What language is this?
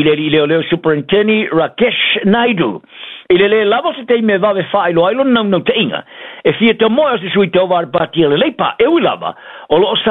Samoan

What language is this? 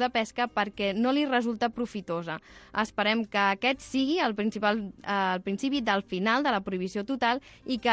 Catalan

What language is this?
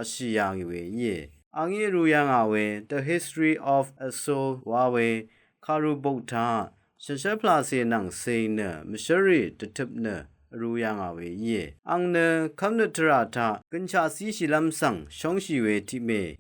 Rawang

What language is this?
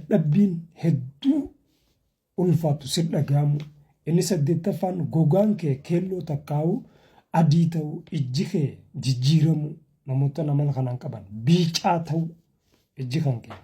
Oromo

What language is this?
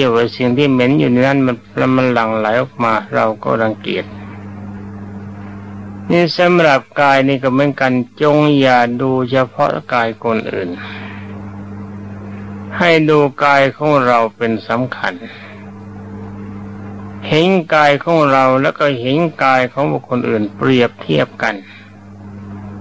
Thai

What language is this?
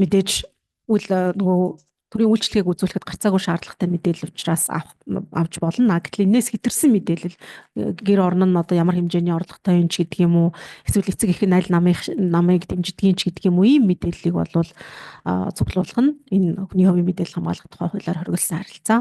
Mongolian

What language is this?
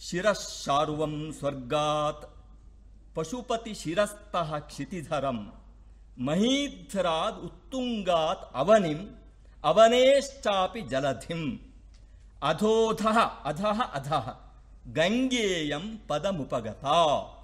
Sanskrit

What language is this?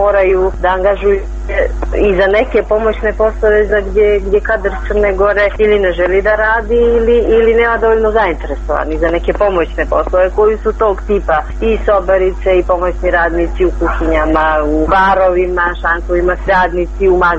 Serbian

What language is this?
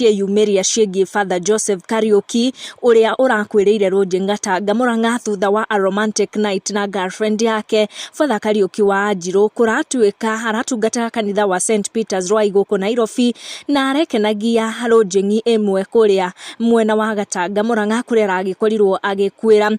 Kikuyu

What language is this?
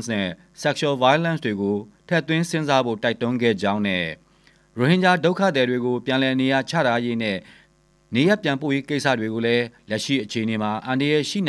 Burmese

